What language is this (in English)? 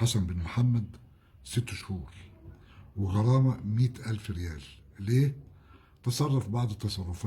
Egyptian Arabic